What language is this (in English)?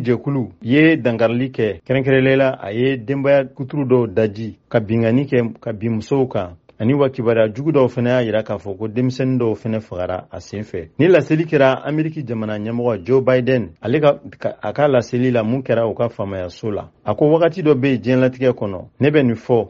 Bambara